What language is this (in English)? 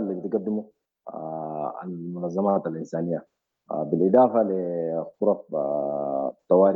Sudanese Arabic